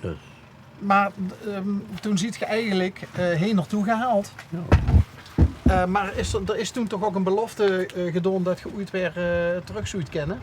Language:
Limburgish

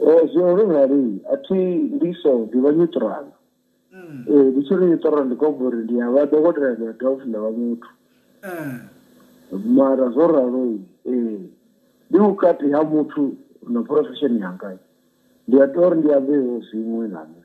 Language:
Venda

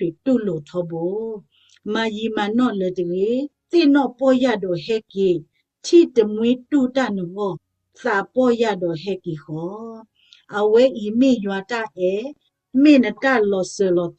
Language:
S'gaw Karen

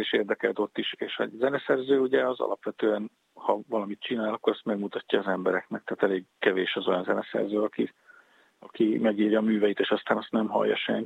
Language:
Hungarian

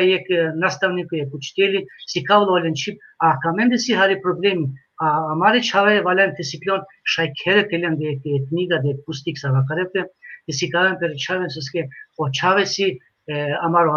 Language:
Balkan Romani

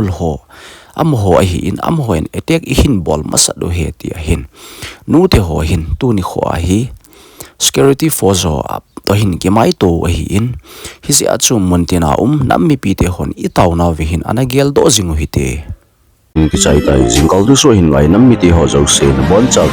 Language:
Thado Chin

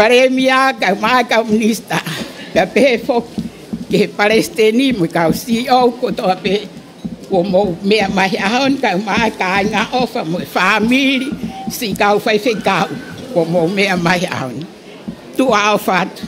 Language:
Tongan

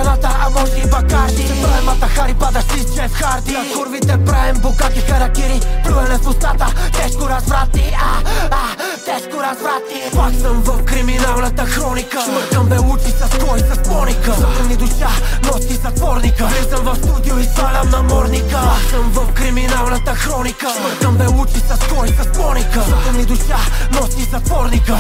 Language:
Bulgarian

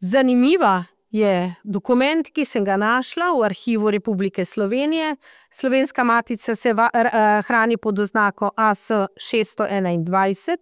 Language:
Slovenian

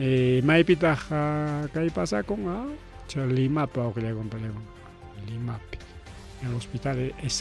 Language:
Ayacucho Quechua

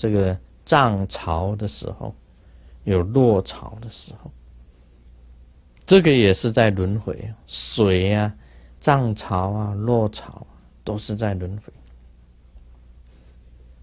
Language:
Chinese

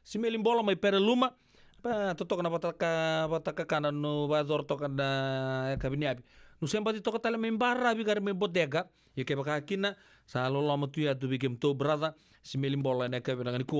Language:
Fijian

